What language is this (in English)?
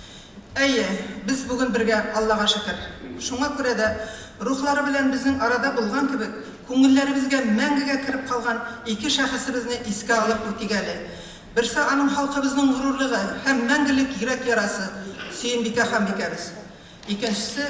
Tatar